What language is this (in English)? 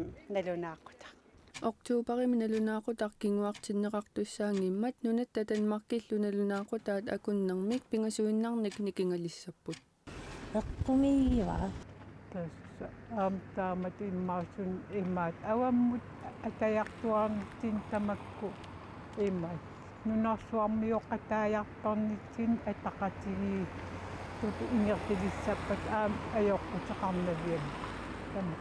Kalaallisut